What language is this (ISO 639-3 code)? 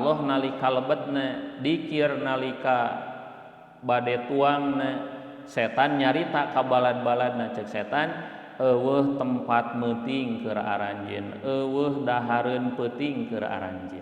sun